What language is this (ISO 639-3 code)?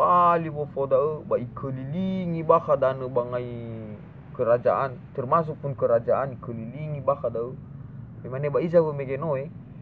nia